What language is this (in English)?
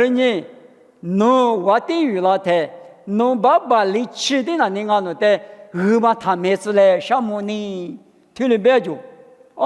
Lisu